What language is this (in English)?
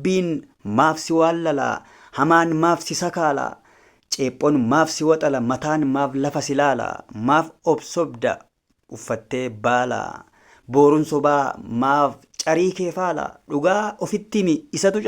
Oromo